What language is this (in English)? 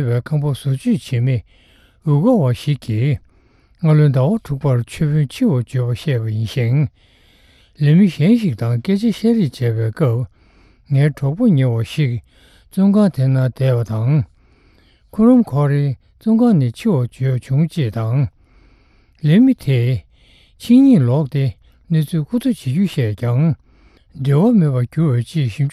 Tibetan